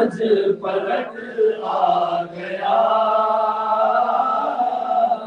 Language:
Urdu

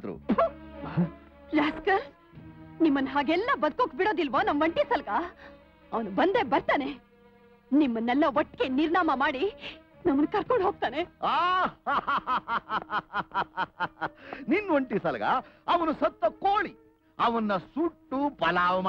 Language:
Kannada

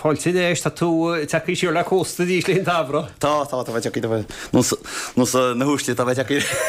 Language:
Irish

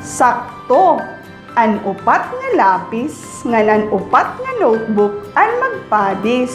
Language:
Waray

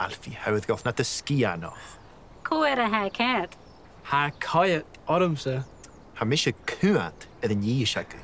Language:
Scottish Gaelic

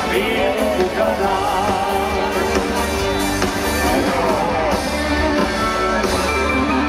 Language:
Finnish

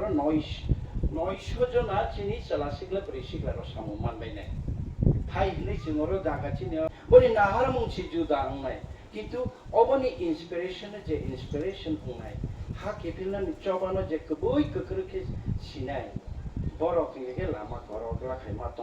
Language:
Kok Borok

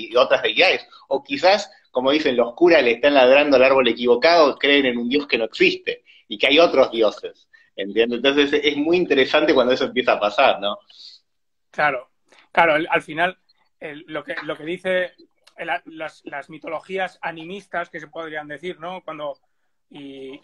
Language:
Spanish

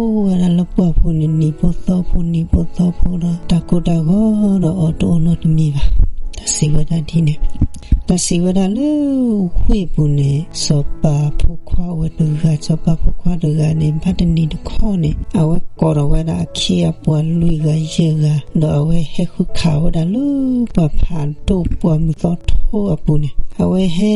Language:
S'gaw Karen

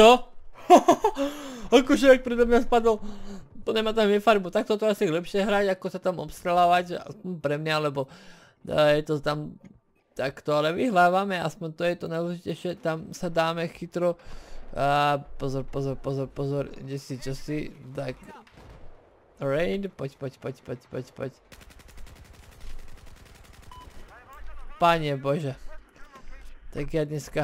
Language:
Slovak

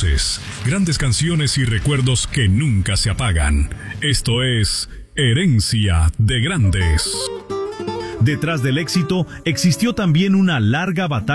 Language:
Spanish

